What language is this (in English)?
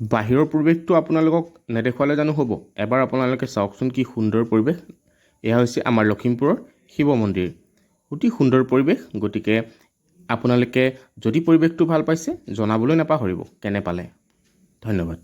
Assamese